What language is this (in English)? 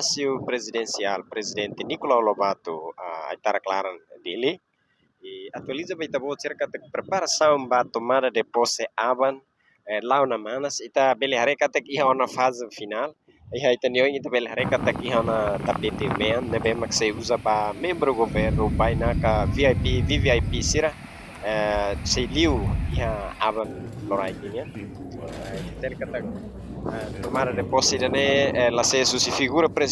Tetum